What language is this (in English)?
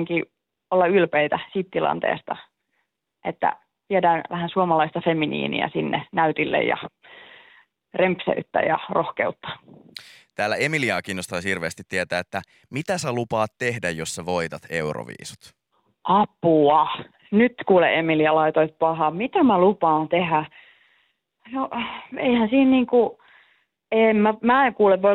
Finnish